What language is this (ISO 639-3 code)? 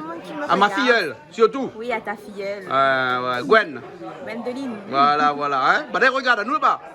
rcf